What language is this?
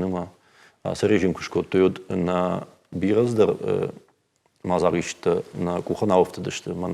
Ossetic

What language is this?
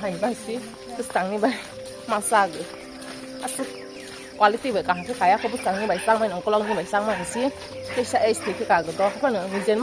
Kok Borok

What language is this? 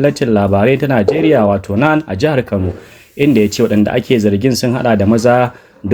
Hausa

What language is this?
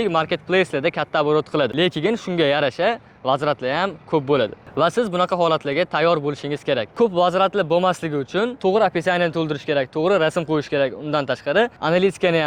Uzbek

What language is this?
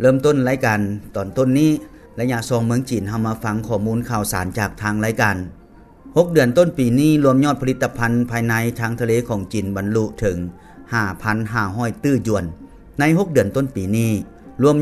Lao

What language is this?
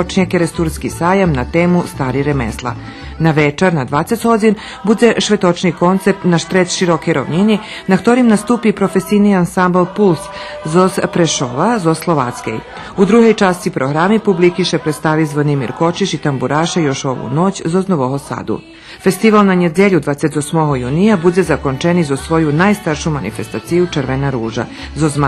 Rusyn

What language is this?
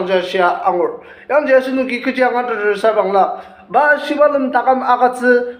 Ao Naga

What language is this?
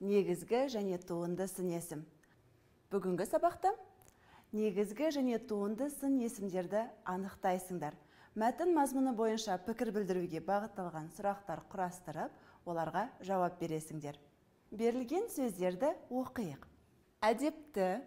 Kazakh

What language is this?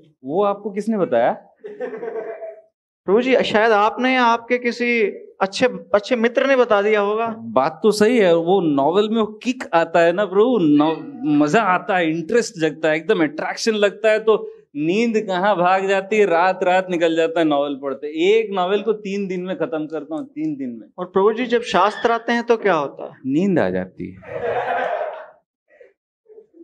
Hindi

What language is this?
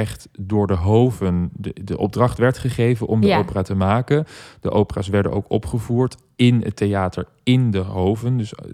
Dutch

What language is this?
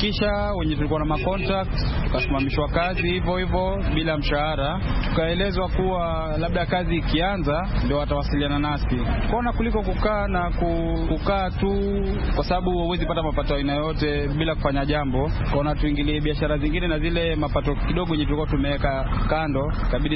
Swahili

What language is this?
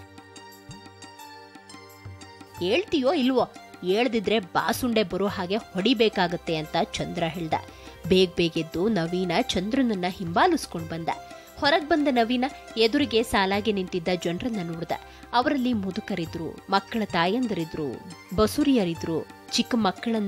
Kannada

